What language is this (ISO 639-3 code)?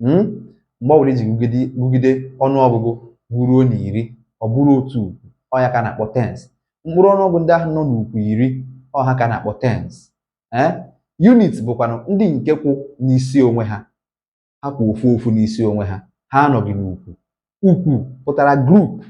ibo